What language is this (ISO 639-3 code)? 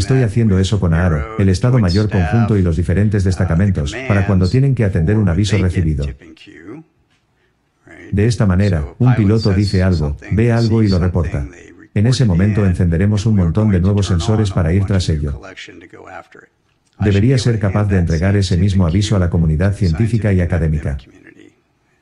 spa